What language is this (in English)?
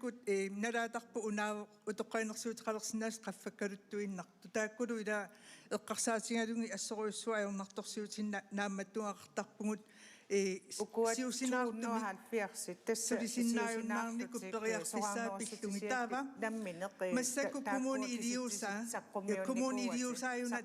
Kalaallisut